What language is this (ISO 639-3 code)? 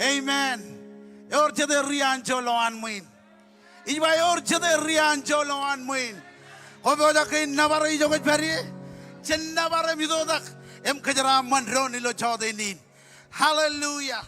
mah